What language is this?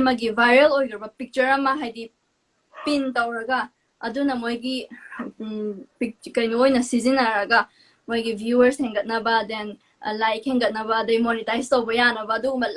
Manipuri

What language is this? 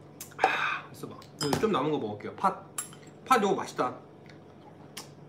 Korean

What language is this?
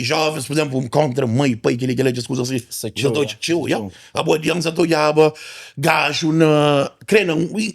Kabuverdianu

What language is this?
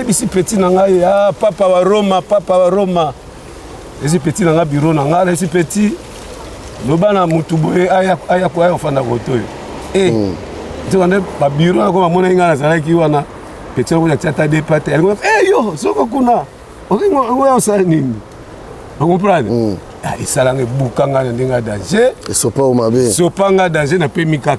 Lingala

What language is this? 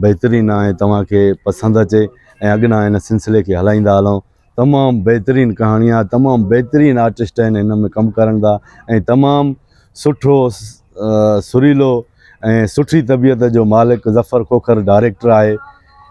Sindhi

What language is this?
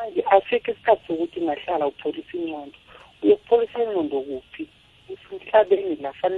South Ndebele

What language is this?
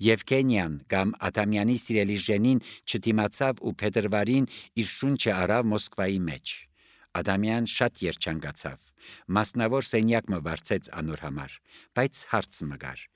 Armenian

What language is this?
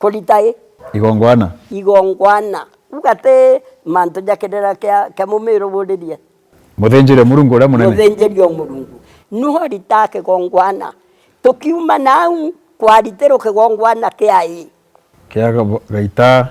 Meru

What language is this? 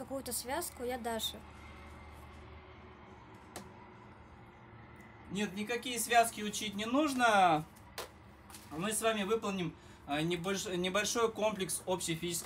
Russian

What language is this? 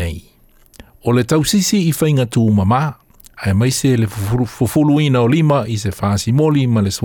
Samoan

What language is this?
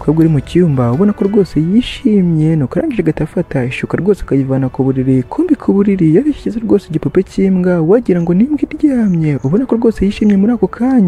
Kinyarwanda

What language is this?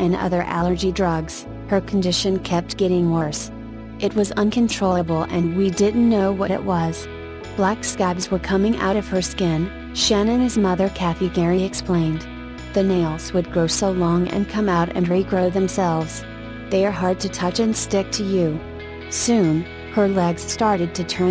English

